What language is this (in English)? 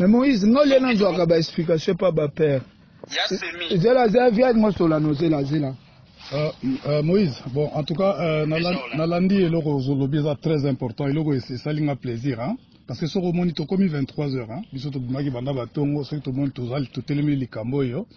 Lingala